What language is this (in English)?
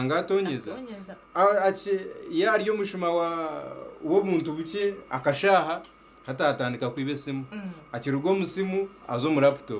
Nyankole